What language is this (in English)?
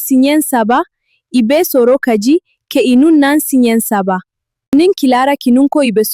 Bambara